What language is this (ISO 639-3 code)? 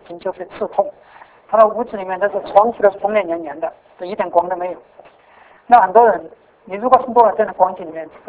zho